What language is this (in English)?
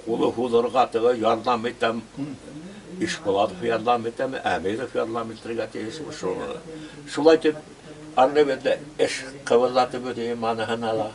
Bashkir